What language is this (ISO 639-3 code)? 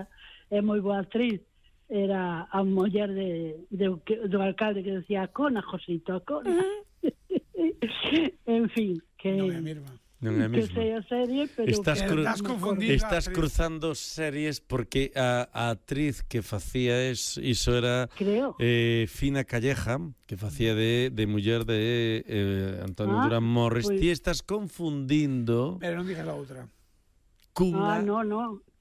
glg